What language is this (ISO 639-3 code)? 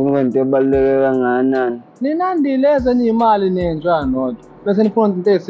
zul